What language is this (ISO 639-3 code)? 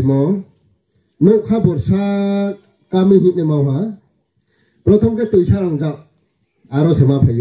ria